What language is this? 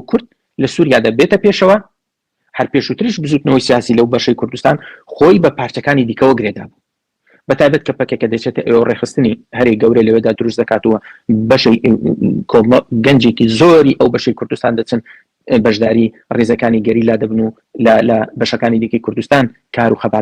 Central Kurdish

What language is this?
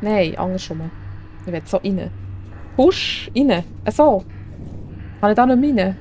Swiss German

